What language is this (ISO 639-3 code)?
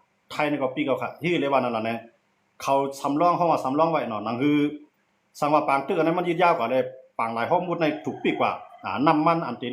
shn